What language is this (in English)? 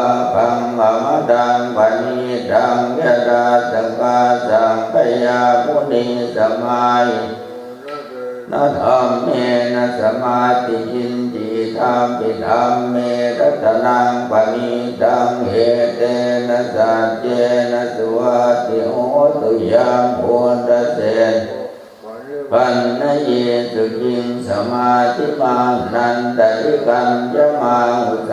Pali